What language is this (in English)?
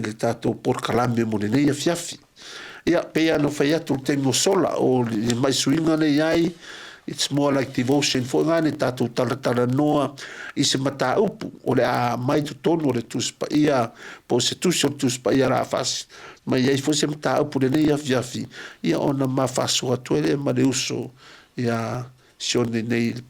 Samoan